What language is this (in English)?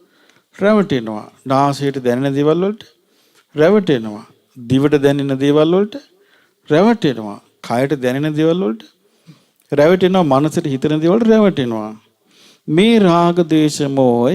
Sinhala